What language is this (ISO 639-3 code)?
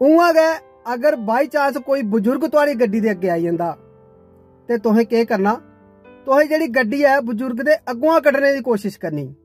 doi